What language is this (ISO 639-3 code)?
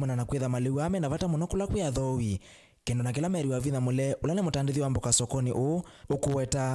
kam